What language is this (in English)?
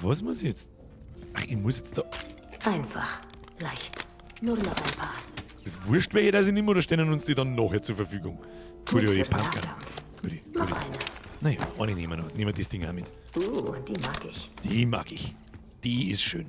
Bavarian